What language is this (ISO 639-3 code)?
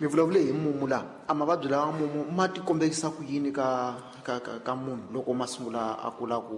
tso